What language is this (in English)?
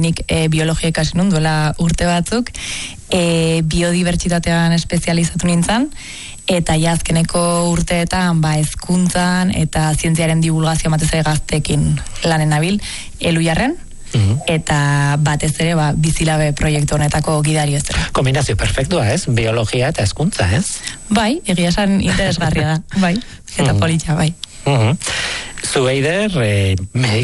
Basque